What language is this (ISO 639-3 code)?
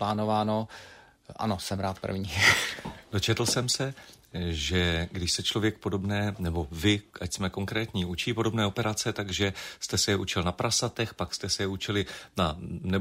ces